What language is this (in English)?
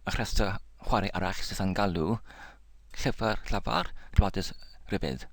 Welsh